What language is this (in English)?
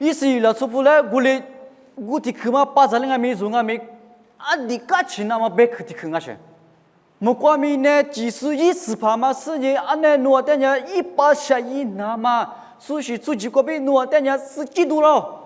Lisu